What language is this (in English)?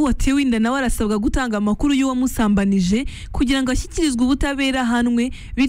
Kinyarwanda